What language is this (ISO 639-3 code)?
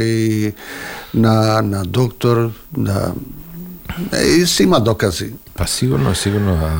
mkd